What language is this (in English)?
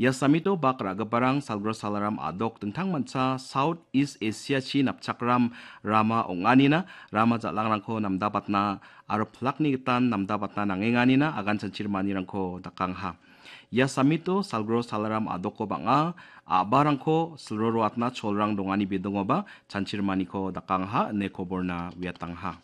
Garo